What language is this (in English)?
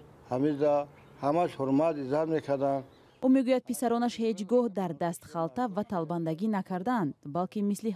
Tajik